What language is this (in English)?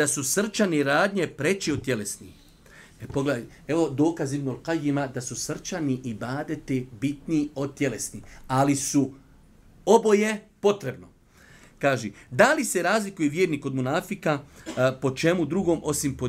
Bosnian